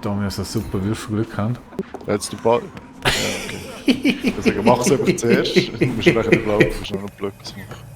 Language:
Swiss German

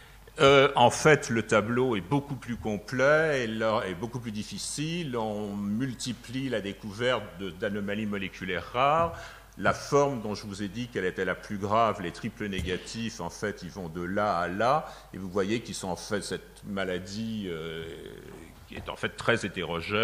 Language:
French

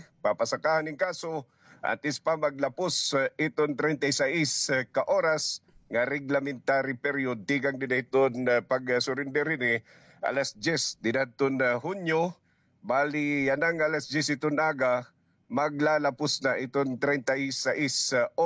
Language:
Waray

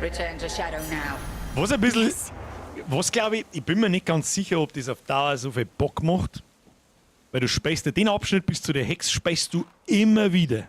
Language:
Bavarian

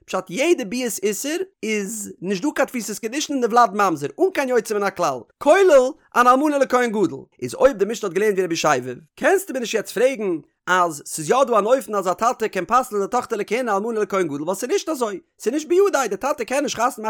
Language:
Yiddish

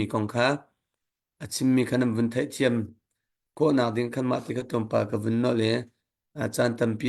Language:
Hakha Chin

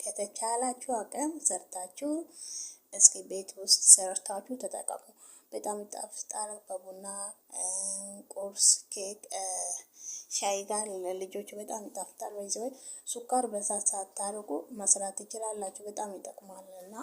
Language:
Amharic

